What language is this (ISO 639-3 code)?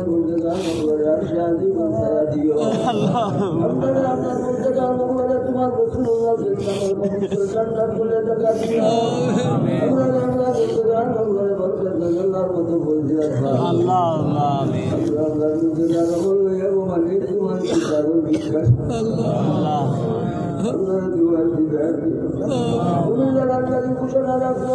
syl